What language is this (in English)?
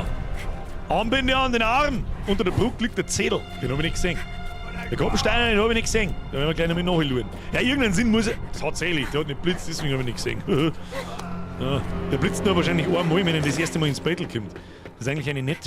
Bavarian